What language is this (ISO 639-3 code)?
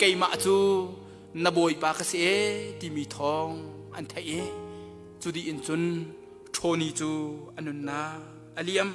cnh